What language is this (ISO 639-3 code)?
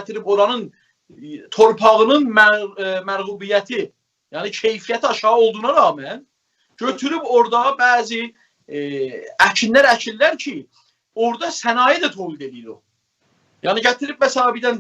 azb